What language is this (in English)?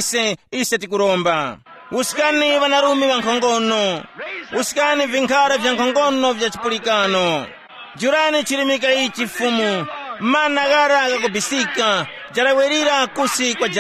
Tumbuka